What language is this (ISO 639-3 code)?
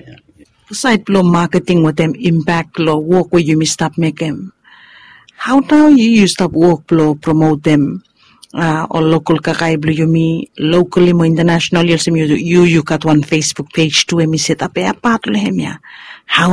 bis